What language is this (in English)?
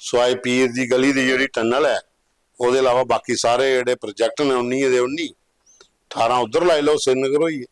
Dogri